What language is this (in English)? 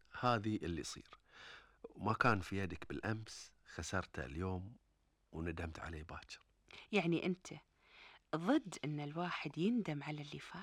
Gulf Arabic